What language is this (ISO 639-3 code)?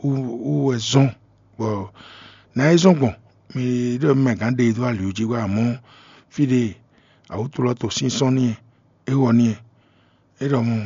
fon